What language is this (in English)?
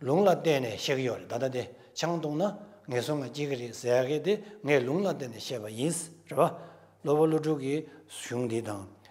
Tibetan